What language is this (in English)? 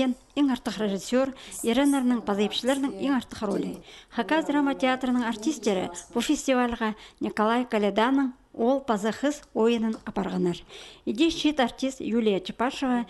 Khakas